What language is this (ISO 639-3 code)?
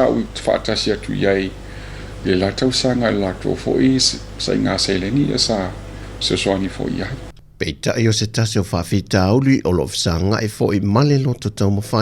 smo